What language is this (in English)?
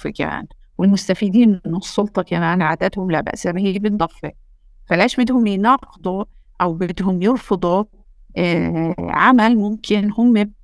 North Levantine Arabic